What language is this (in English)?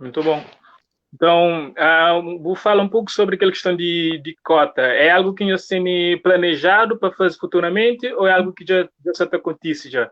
Kabuverdianu